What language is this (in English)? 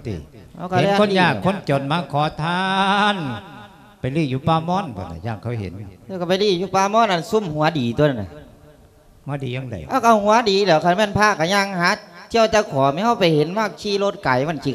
Lao